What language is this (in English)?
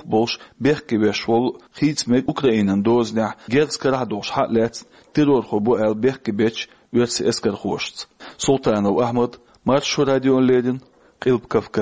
Chechen